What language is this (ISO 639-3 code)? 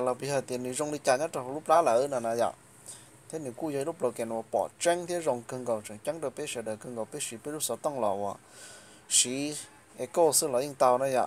hmn